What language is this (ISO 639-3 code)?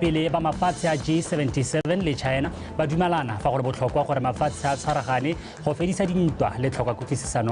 tsn